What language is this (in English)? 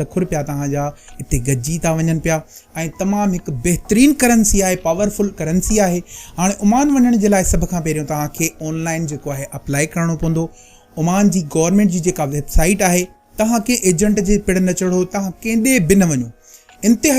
Sindhi